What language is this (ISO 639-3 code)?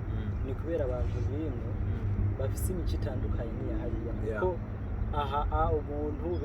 run